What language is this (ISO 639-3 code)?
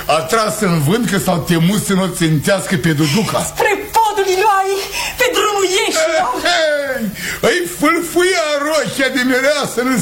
ron